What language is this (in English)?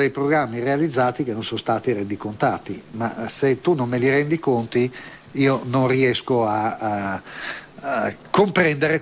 Italian